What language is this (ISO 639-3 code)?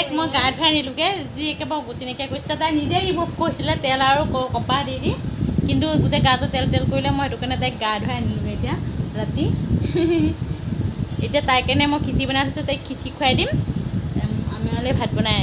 asm